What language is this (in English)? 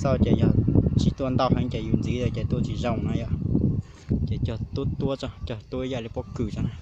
Hmong